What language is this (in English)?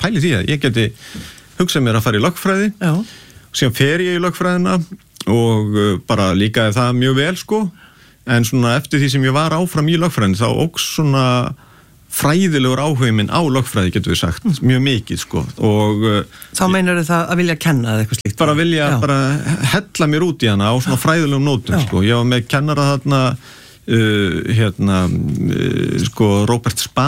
Icelandic